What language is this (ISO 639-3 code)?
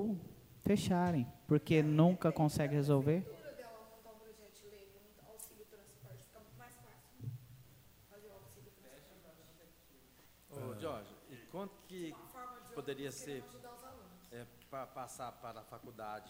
por